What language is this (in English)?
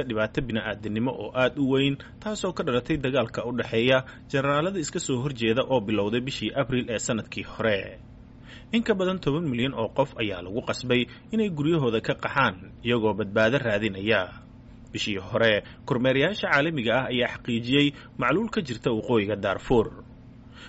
Somali